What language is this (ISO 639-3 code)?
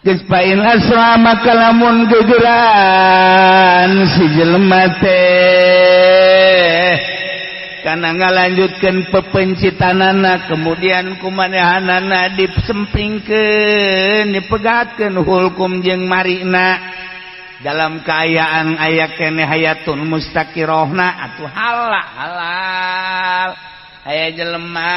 sun